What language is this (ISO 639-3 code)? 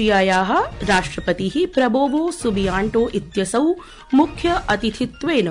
san